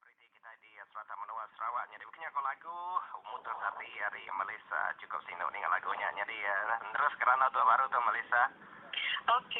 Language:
Iban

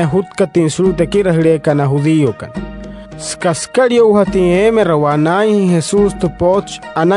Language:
Wayuu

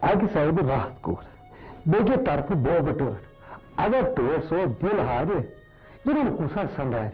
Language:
Kashmiri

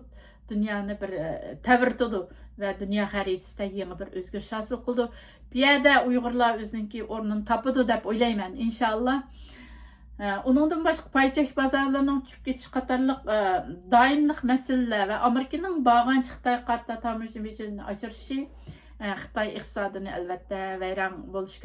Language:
Uyghur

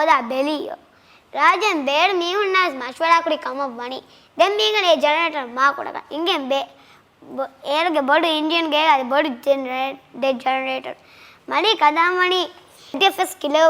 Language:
Divehi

